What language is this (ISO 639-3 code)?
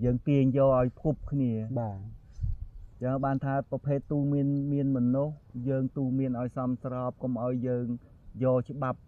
khm